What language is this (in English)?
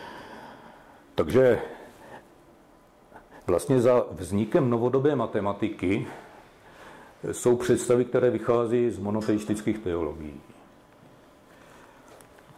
Czech